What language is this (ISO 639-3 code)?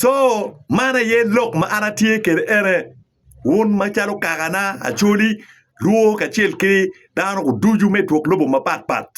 ach